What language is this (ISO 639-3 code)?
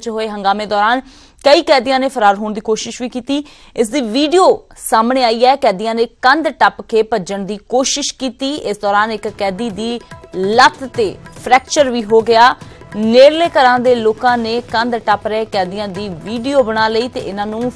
pan